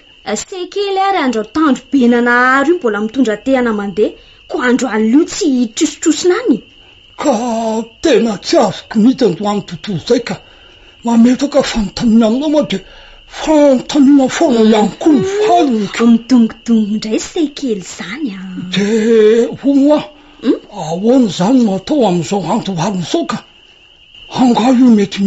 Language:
Malagasy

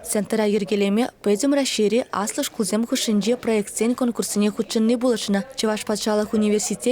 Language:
Chuvash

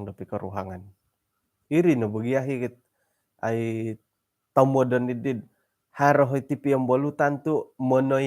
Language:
Central Dusun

